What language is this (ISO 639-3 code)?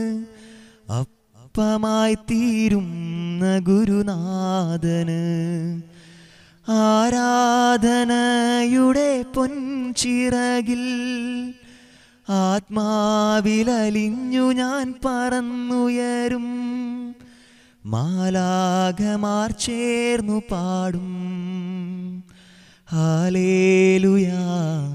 mal